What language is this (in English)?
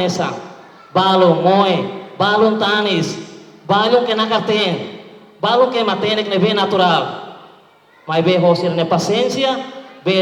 Tetum